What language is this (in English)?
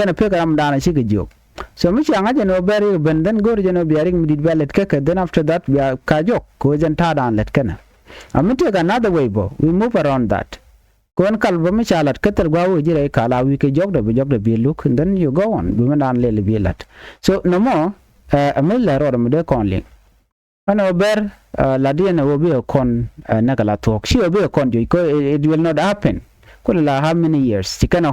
Nuer